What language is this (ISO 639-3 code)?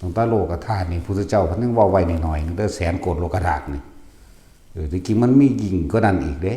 tts